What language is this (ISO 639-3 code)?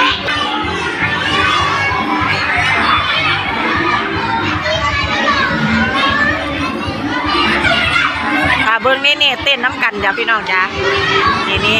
lao